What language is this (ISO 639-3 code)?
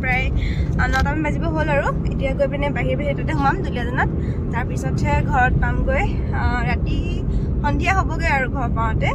asm